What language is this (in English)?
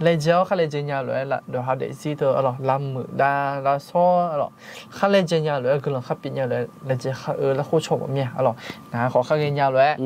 Akha